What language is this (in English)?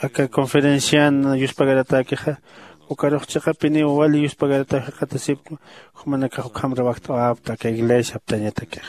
Aymara